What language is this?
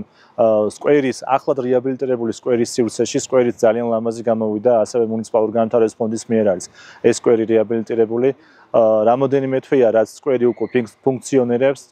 Georgian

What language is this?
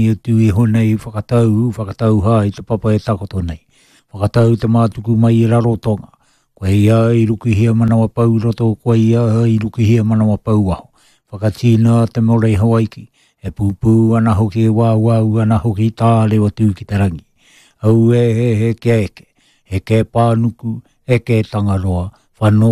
Māori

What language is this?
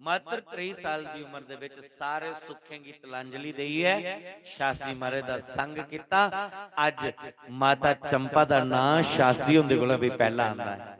Dogri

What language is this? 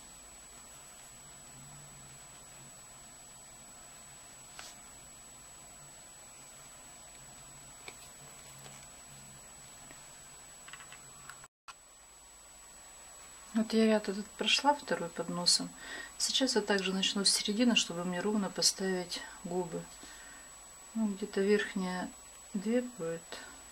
Russian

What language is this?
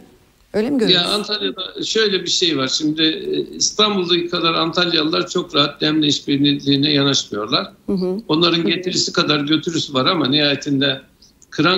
Turkish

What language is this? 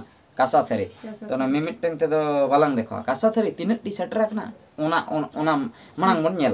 Santali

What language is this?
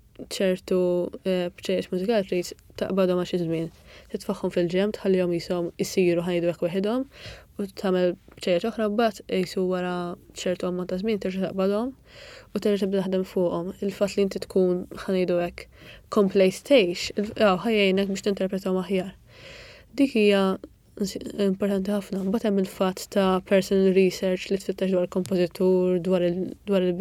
Maltese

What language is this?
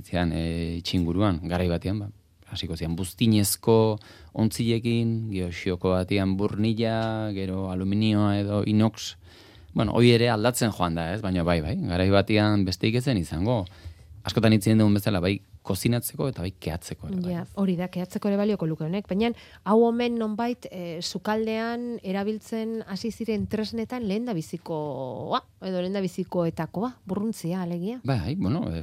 Basque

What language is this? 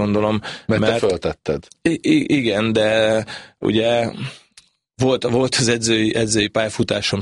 Hungarian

